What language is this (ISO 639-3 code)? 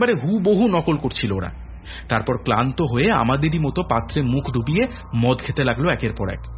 ben